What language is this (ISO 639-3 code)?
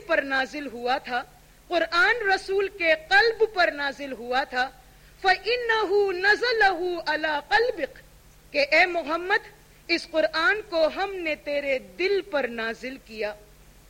urd